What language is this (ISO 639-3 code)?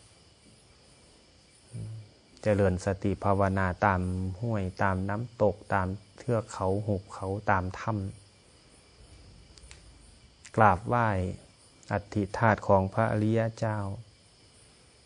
tha